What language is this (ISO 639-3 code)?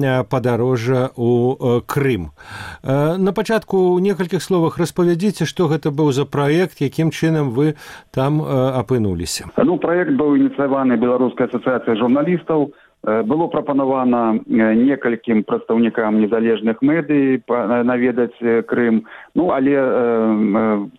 bel